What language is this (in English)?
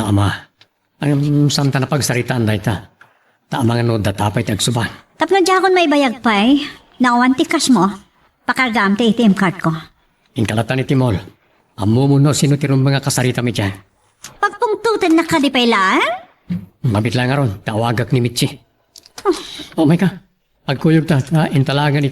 Iloko